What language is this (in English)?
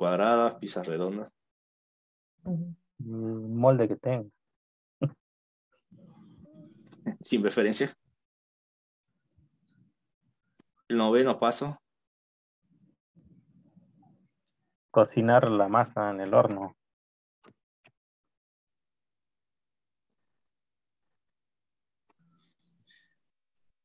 Spanish